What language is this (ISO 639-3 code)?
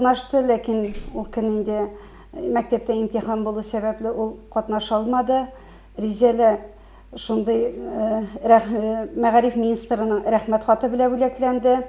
tat